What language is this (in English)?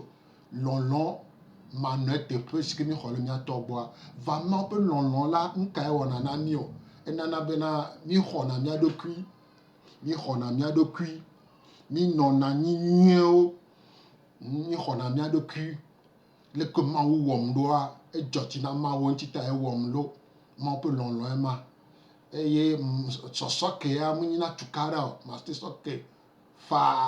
Gen